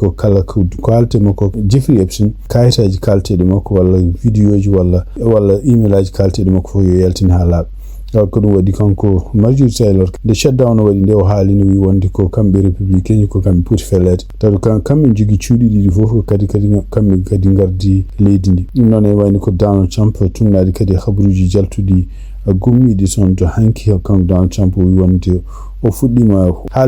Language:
Fula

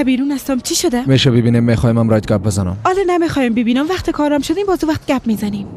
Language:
Persian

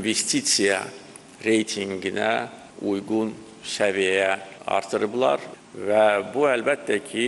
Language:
Azerbaijani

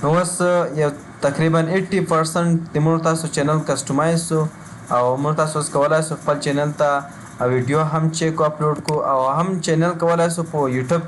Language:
Pashto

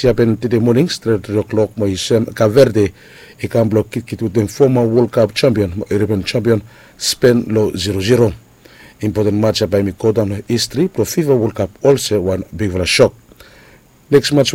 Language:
Bislama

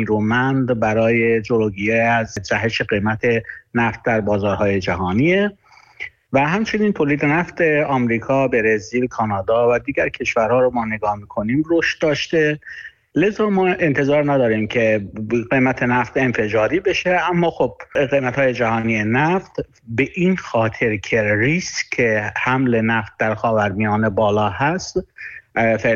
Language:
Persian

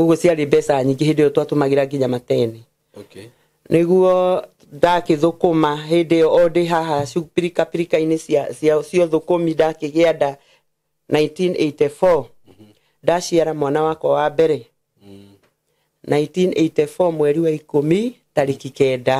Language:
Kikuyu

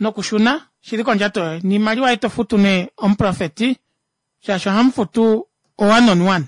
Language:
Kuanyama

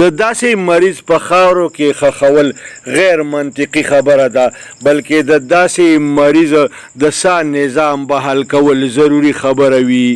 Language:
Pashto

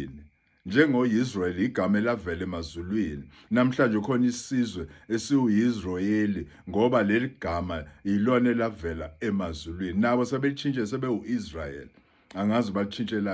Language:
Zulu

